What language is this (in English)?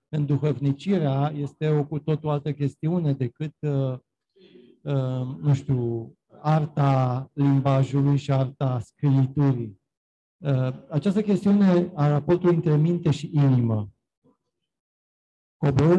Romanian